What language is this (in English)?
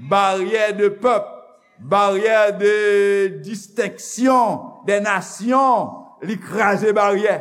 Haitian Creole